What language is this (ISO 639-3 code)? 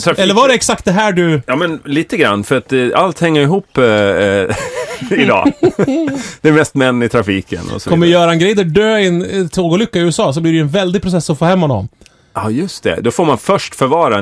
swe